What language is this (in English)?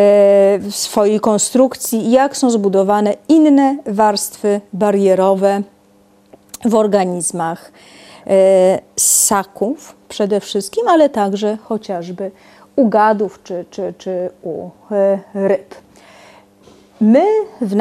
Polish